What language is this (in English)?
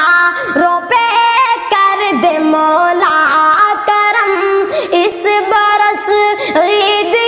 Urdu